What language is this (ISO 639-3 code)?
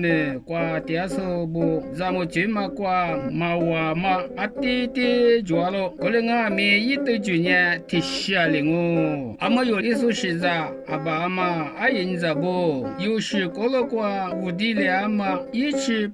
lis